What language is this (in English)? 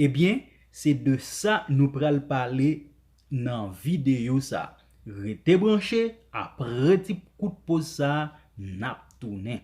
Haitian Creole